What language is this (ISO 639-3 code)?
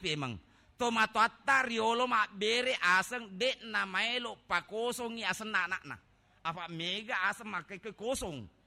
bug